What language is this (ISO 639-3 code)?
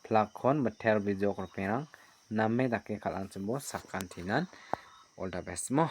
grt